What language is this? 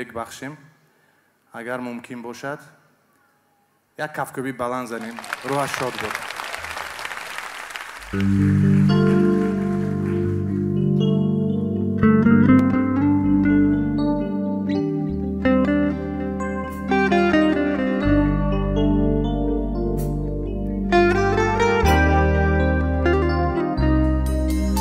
Persian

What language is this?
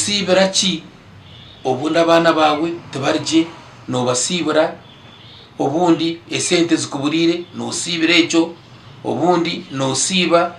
Nyankole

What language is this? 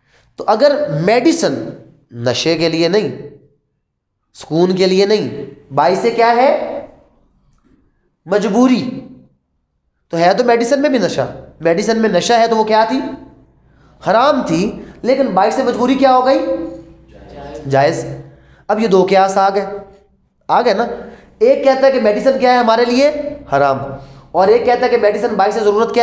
Urdu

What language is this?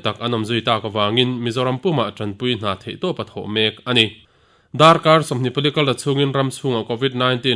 Mizo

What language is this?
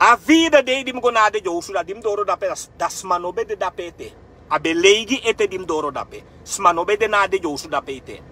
Sranan Tongo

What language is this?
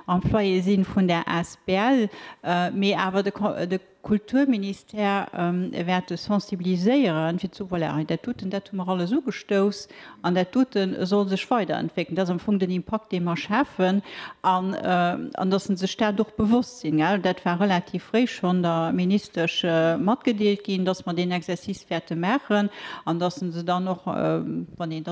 Luxembourgish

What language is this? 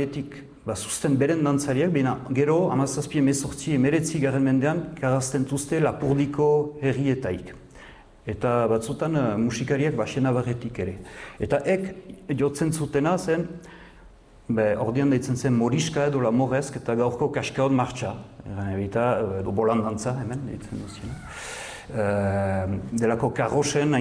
Basque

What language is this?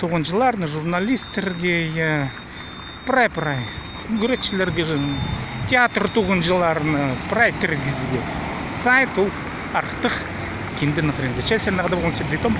Khakas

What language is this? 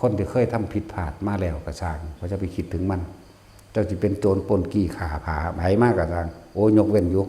Northeastern Thai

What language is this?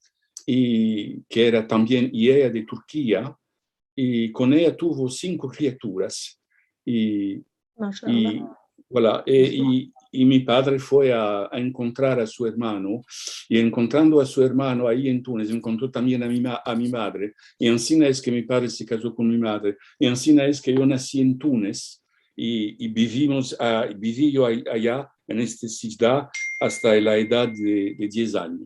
Ladino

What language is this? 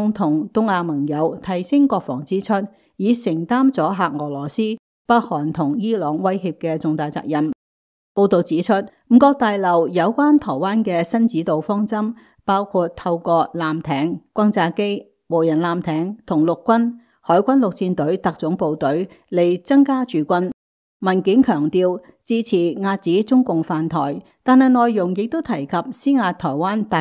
Cantonese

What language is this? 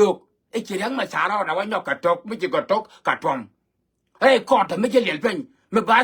Nuer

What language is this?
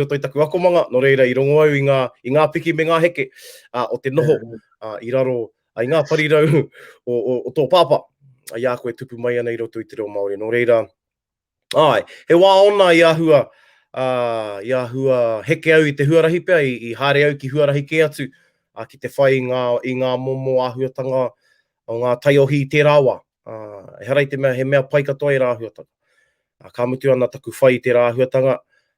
Māori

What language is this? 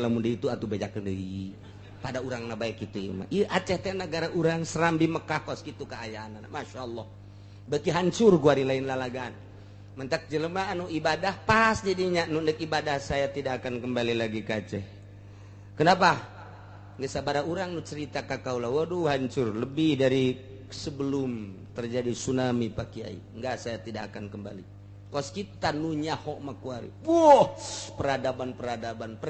Sundanese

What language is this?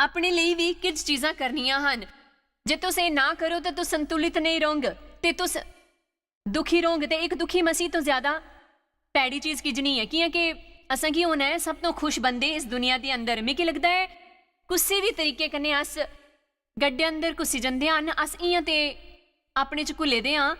Dogri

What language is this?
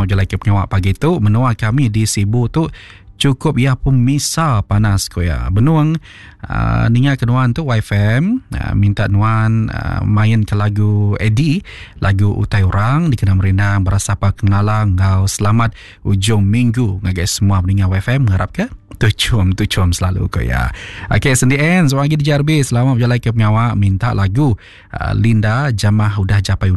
Iban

